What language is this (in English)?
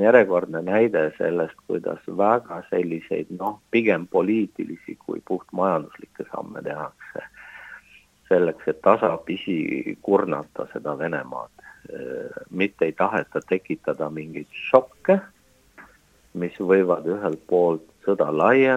Estonian